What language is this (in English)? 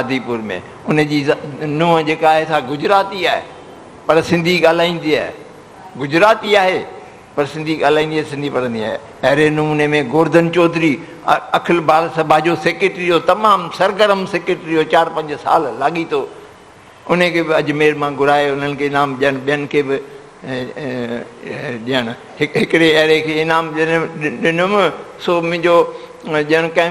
Sindhi